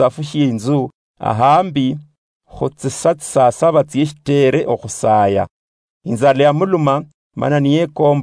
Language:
Luyia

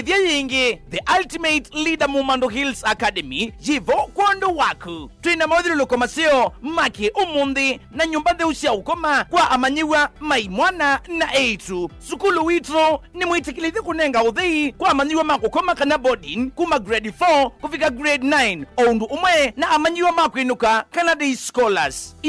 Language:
Kamba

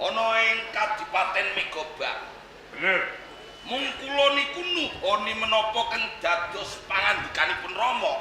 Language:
Javanese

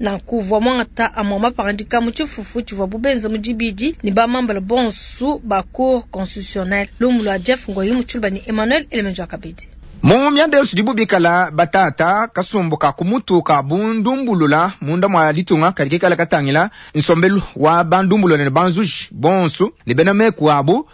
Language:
Luba-Lulua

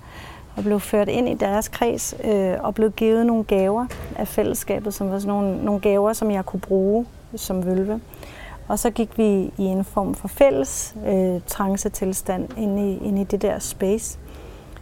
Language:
Danish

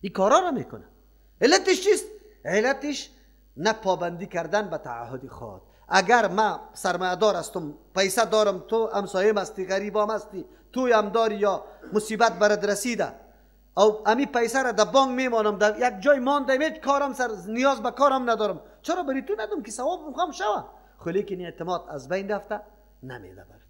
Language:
Persian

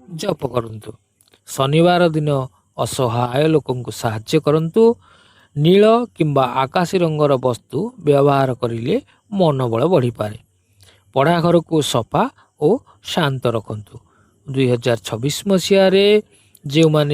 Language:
Odia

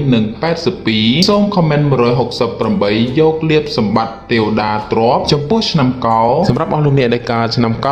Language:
Khmer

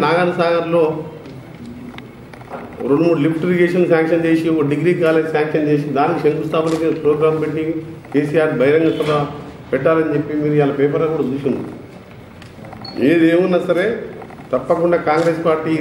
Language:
Telugu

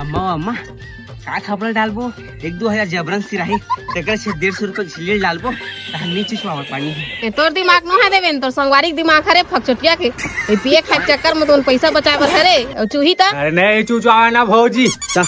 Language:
Chhattisgarhi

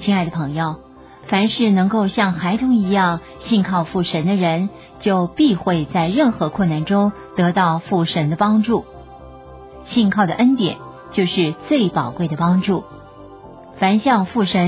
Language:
Chinese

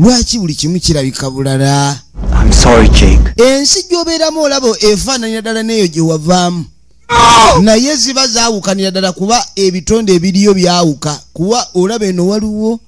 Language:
Ganda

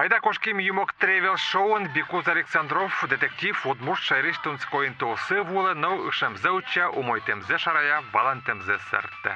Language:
Udmurt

